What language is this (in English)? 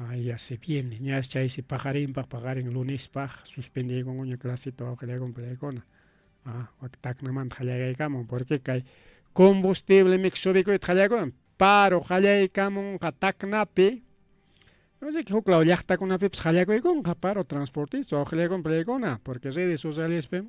Ayacucho Quechua